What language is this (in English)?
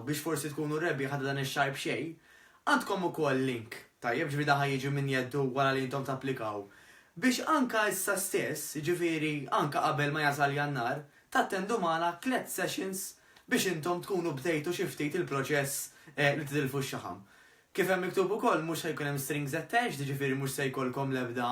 Maltese